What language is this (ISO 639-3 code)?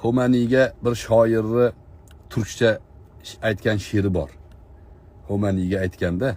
uzb